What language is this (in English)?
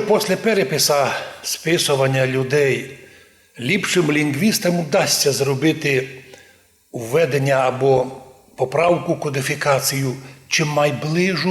Rusyn